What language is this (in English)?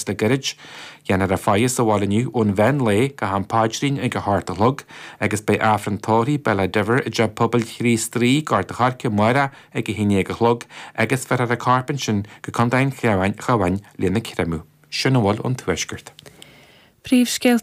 Irish